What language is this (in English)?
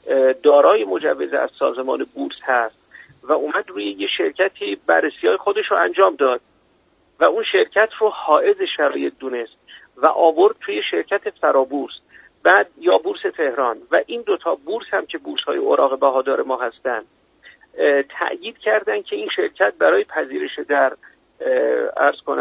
Persian